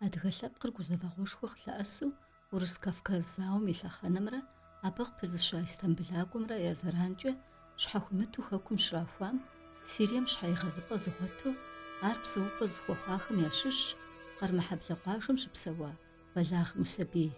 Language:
Kabardian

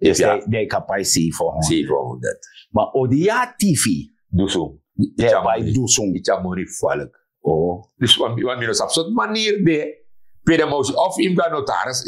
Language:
Sranan Tongo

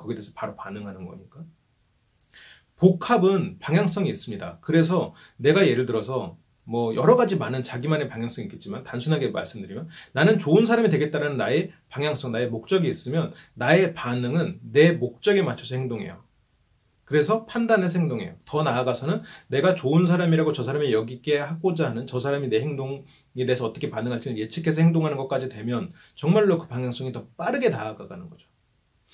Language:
Korean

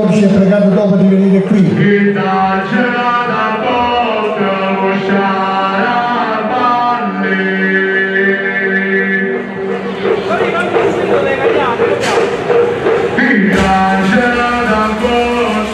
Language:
Italian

